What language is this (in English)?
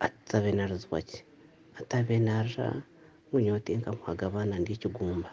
Nyankole